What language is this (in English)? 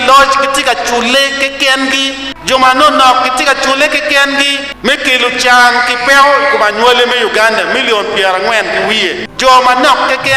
Acoli